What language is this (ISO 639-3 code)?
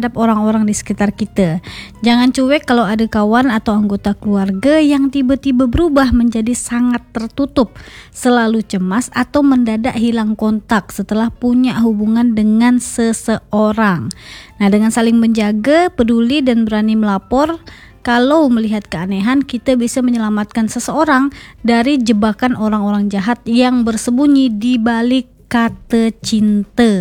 ind